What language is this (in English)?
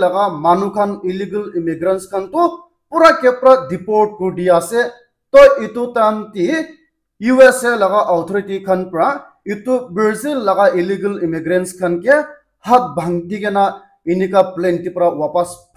Naga Pidgin